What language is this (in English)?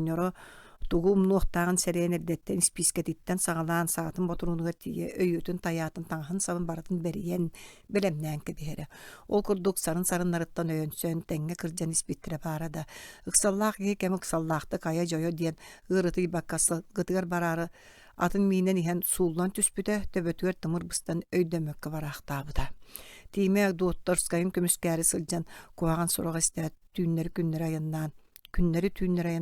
Yakut